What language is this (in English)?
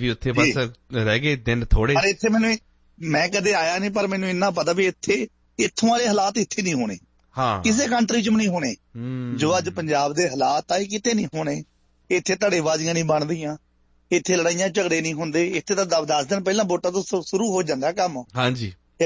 Punjabi